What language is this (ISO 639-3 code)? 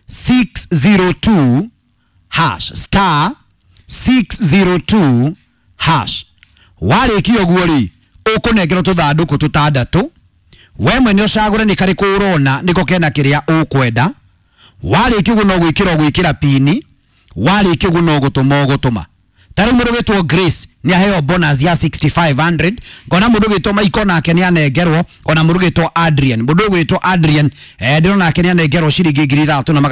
kik